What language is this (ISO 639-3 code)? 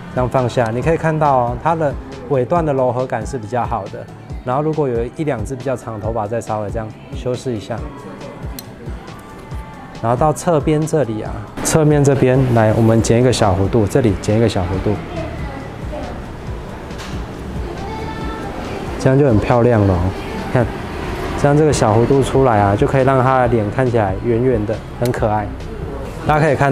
zho